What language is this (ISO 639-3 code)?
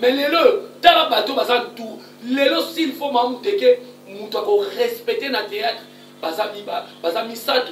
lin